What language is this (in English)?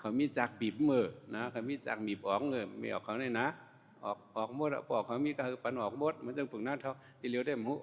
Shan